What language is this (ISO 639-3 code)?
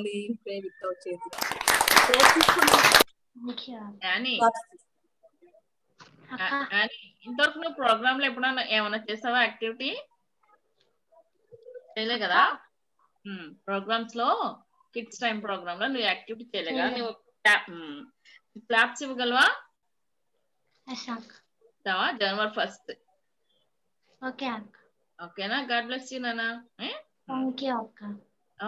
tel